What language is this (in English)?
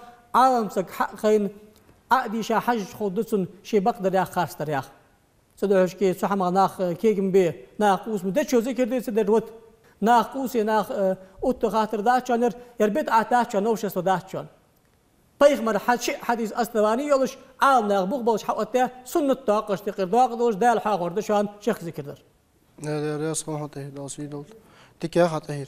Ingush